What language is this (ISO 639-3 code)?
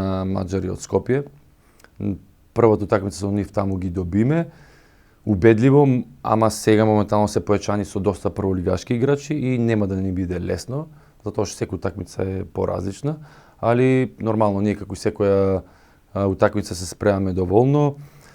mkd